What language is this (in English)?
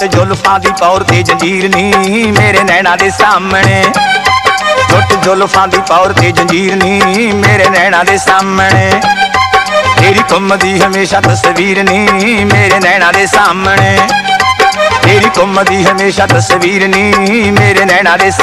Punjabi